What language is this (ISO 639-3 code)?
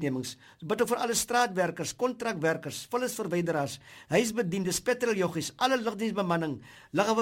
afr